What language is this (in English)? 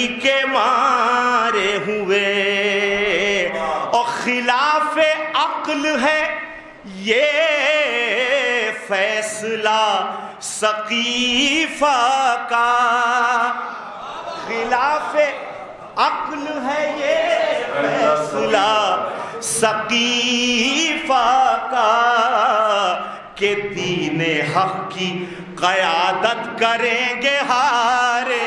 Urdu